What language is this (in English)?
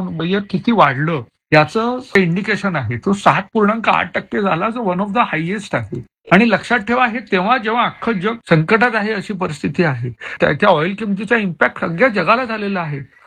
Marathi